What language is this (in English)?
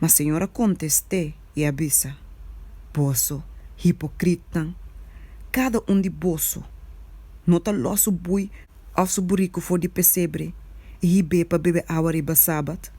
Papiamento